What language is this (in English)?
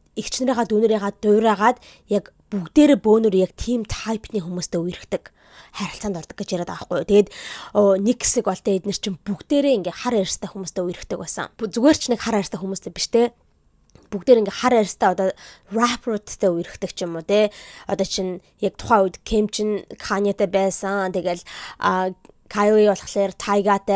Mongolian